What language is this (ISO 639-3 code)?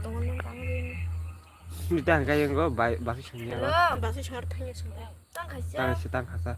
trp